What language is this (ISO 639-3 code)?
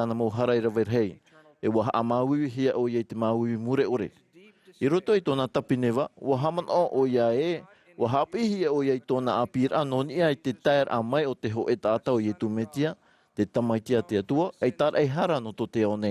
tah